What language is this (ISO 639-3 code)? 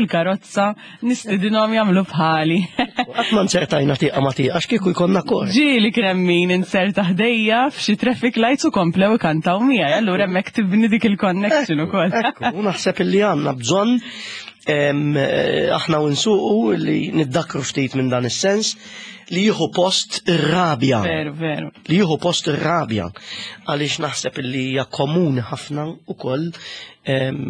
mlt